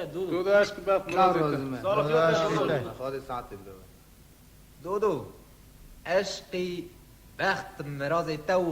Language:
Kurdish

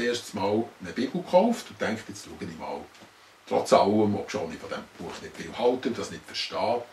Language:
Swiss German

